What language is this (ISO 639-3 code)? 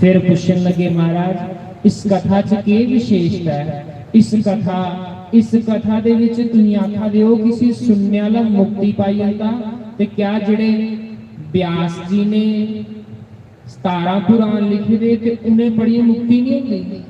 doi